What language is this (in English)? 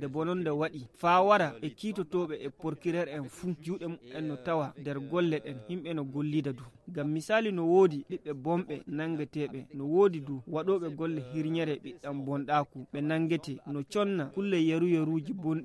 Nigerian Fulfulde